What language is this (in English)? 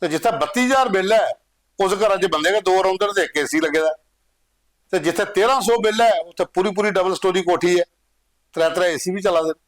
Dogri